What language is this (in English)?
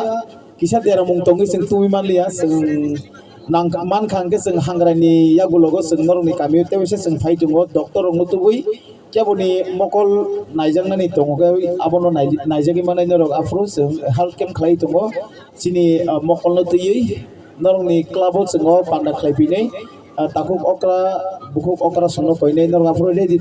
Kok Borok